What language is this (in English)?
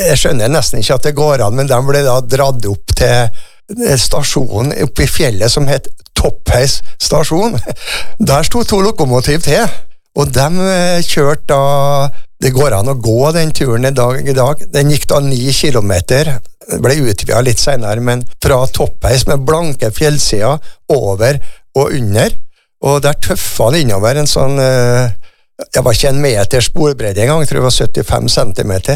Norwegian